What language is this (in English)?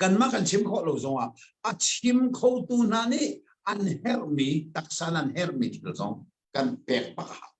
Hakha Chin